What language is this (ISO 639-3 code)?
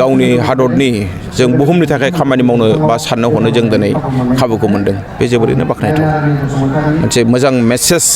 brx